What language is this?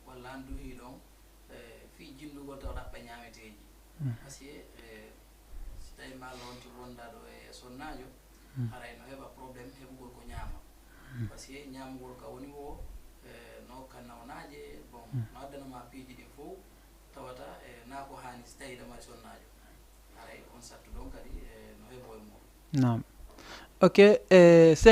Fula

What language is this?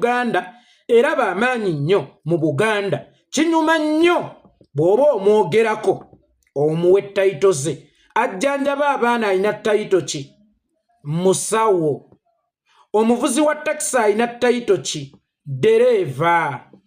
Ganda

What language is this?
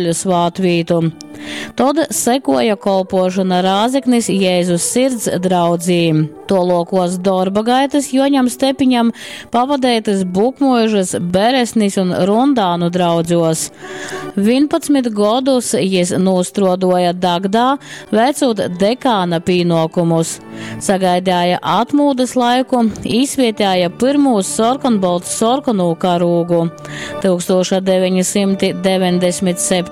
Latgalian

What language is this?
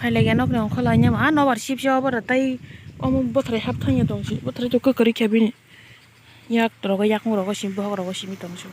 Kok Borok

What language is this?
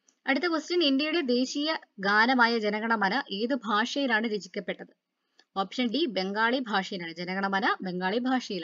Malayalam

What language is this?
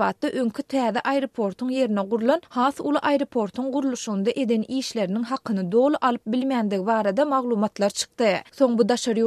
Turkmen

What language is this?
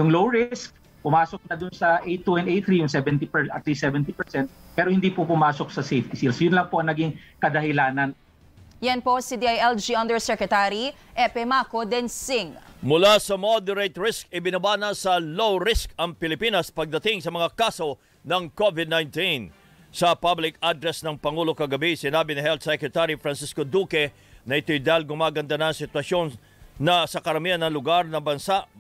Filipino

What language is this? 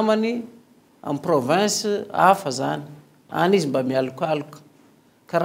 Malagasy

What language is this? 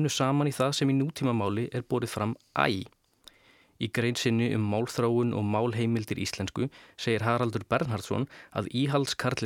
Icelandic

